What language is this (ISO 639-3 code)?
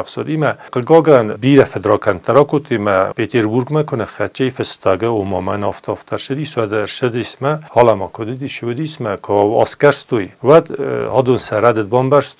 oss